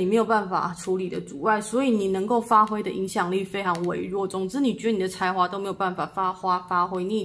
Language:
Chinese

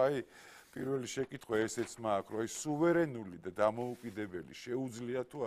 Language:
Georgian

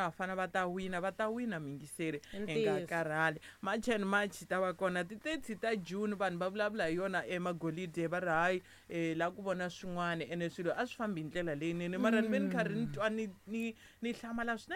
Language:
Tsonga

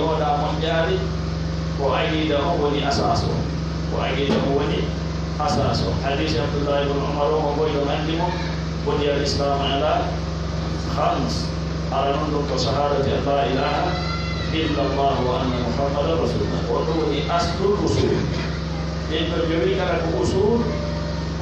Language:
Pular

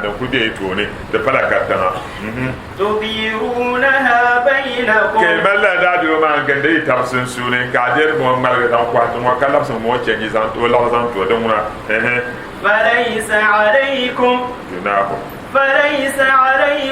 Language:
Dagbani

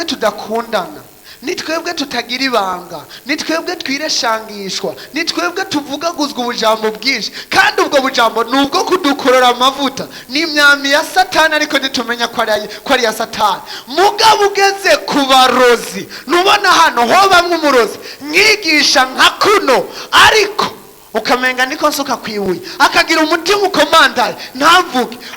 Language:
Rundi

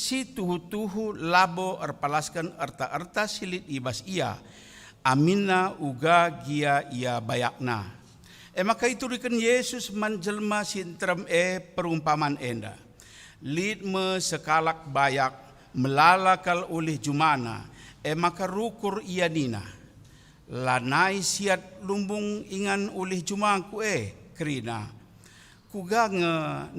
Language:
Batak Karo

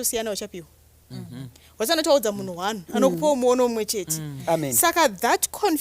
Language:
Shona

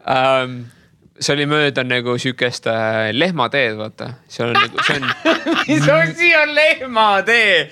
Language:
Estonian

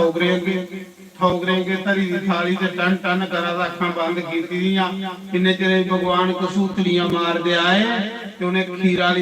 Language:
Dogri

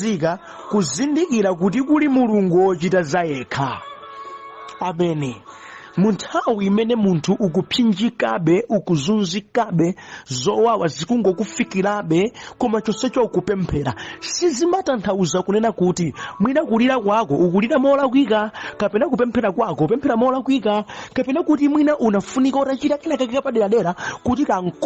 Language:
Nyanja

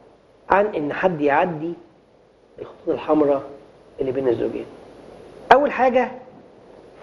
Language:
Egyptian Arabic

